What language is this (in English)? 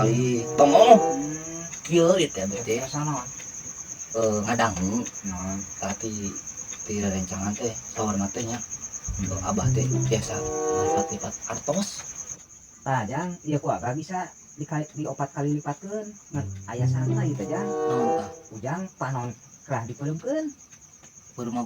Sundanese